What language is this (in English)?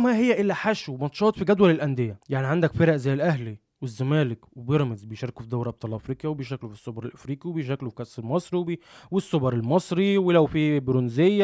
Egyptian Arabic